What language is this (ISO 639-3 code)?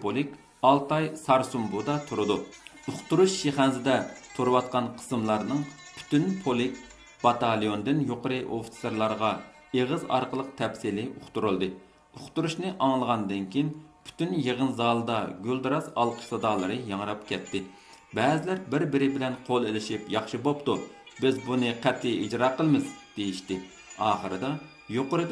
uig